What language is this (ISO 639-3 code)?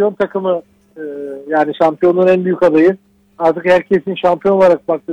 tur